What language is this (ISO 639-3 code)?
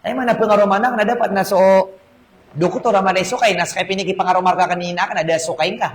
mrw